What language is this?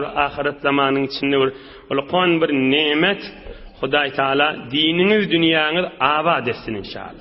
Turkmen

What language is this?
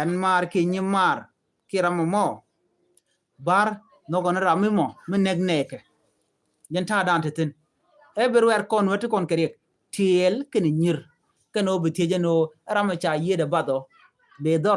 Nuer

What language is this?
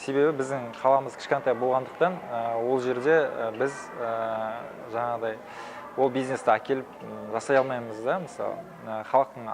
Kazakh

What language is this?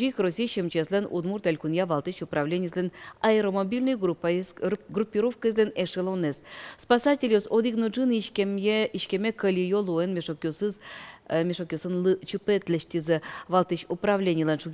Udmurt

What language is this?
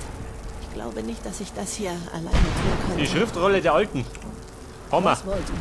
Bavarian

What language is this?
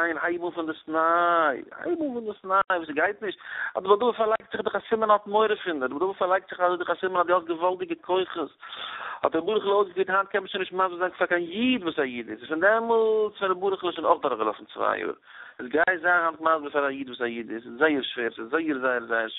Yiddish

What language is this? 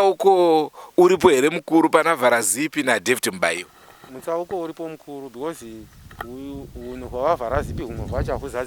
Shona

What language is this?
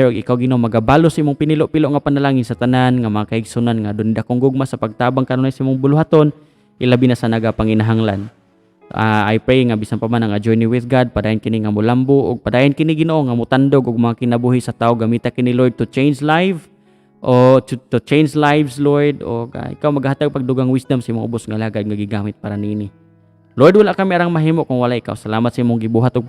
Cebuano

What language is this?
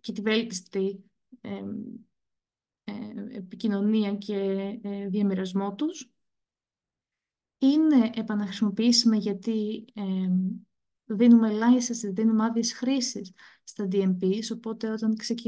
Greek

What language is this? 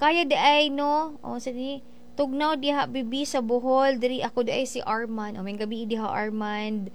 Cebuano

